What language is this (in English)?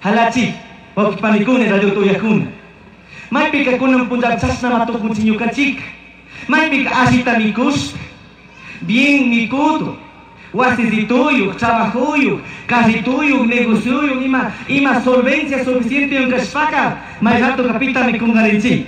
Chimborazo Highland Quichua